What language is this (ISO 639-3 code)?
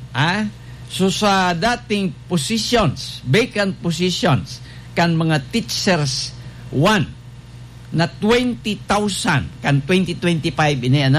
bik